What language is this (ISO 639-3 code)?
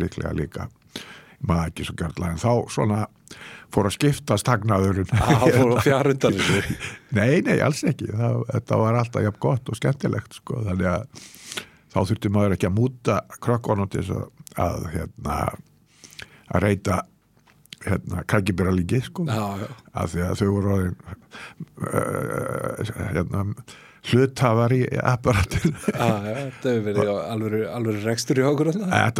isl